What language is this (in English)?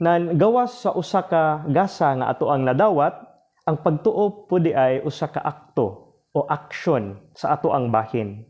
Cebuano